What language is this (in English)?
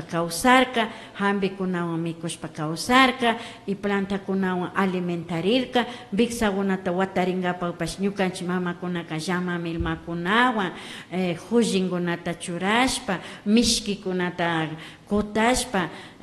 Imbabura Highland Quichua